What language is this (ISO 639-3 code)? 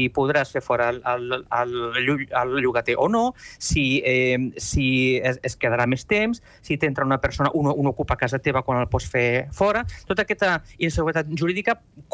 cat